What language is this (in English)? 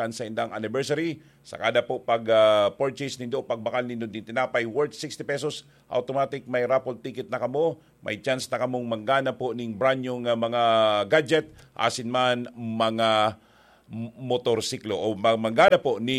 Bikol